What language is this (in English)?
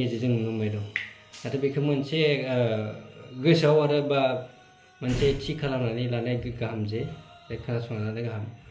Bodo